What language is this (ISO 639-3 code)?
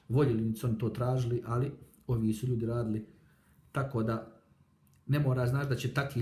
hrv